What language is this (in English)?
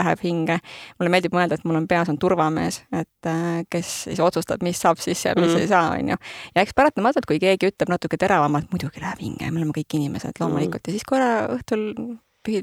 Estonian